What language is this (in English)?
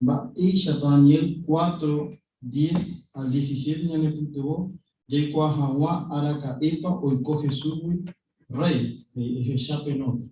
Guarani